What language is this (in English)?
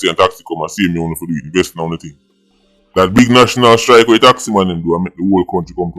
Jamaican Creole English